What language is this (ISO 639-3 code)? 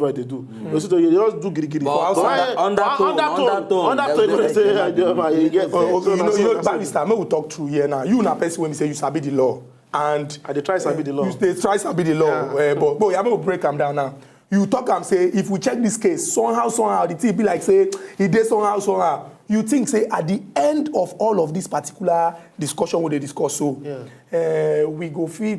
pcm